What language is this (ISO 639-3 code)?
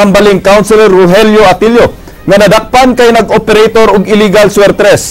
ceb